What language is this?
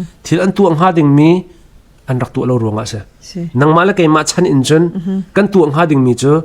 Hakha Chin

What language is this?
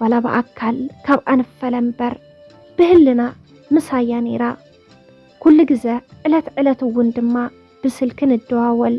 Tigrinya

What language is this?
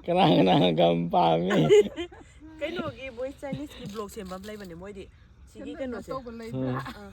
Manipuri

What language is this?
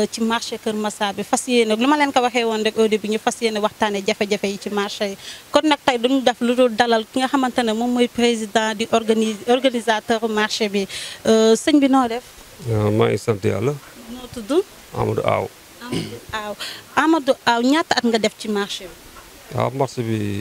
Wolof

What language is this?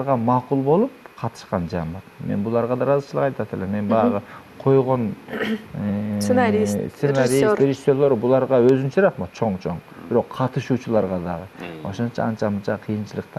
Kyrgyz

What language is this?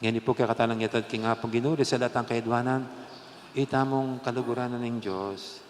Pampanga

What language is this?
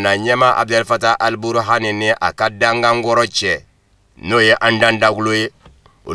Bambara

